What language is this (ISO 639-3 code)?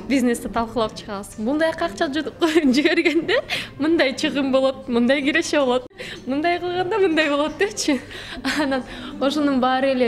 kir